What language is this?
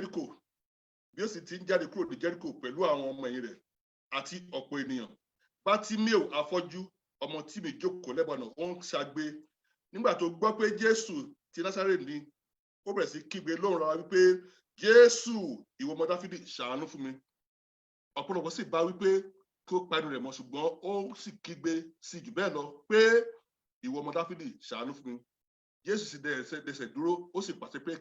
Yoruba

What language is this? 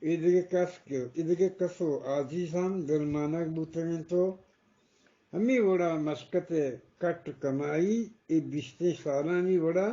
Eastern Balochi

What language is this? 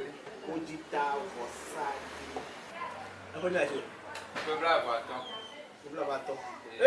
Ewe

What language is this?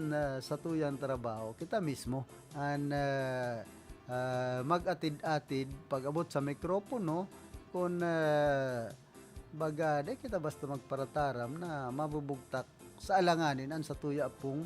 Bikol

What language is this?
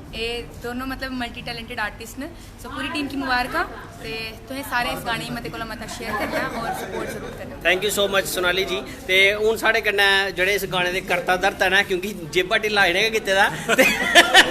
Dogri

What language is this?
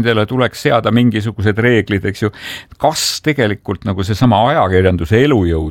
Estonian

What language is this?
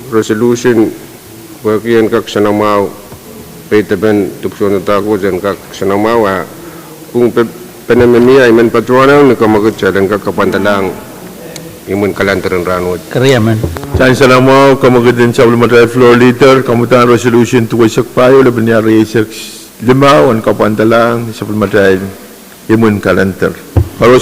Pohnpeian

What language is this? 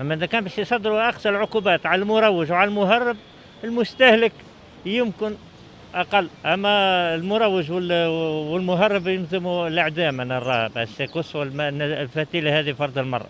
Tunisian Arabic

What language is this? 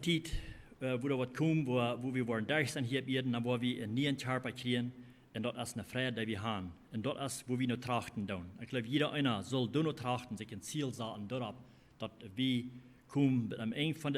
Plautdietsch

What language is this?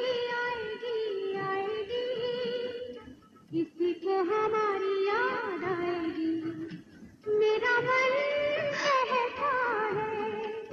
Hindi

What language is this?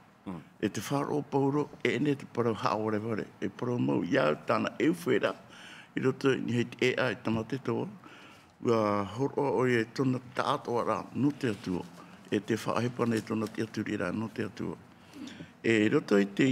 Tahitian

